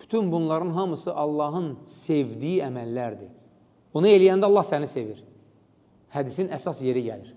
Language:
Azerbaijani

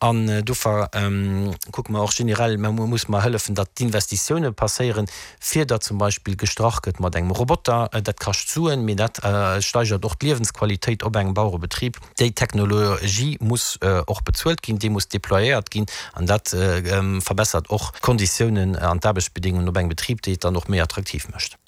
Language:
Luxembourgish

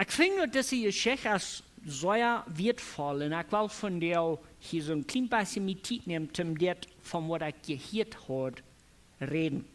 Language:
Plautdietsch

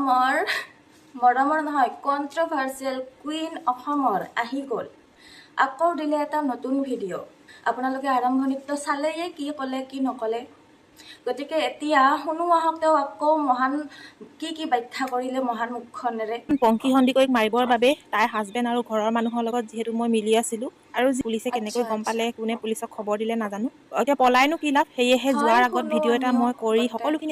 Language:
Assamese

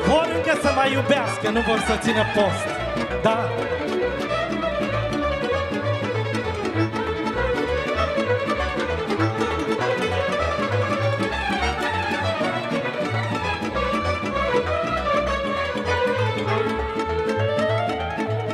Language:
Romanian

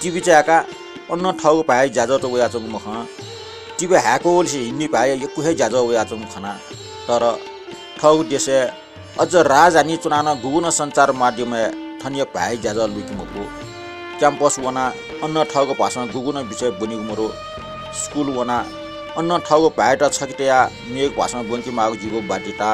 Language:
Newari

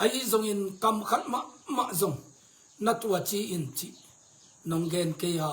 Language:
Tedim Chin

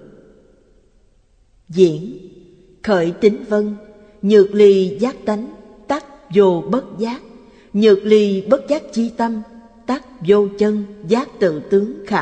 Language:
Vietnamese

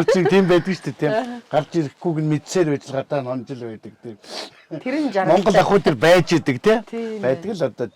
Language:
Mongolian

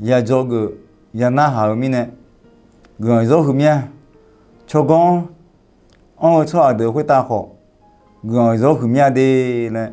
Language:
Akha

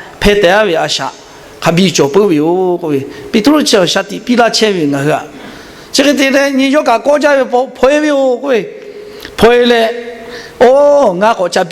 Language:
Lahu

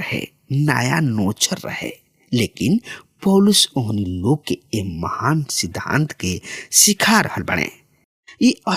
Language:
Bhojpuri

